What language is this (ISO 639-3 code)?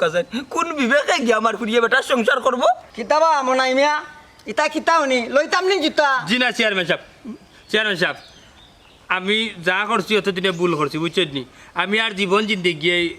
syl